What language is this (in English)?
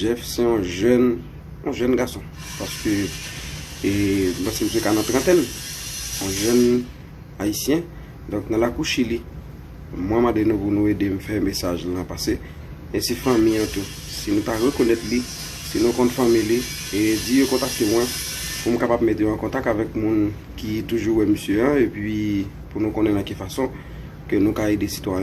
Haitian Creole